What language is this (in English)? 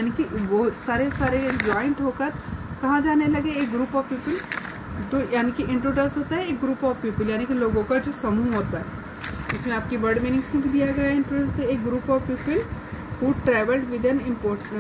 Hindi